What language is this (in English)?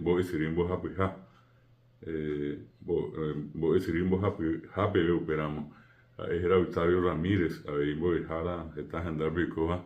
Guarani